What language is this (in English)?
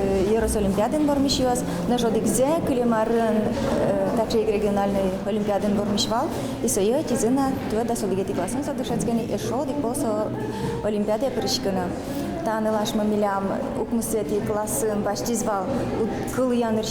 Udmurt